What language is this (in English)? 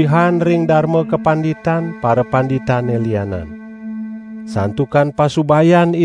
Balinese